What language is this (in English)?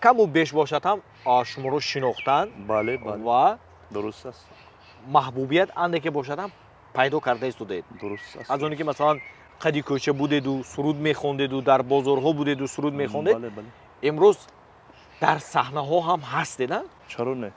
Tajik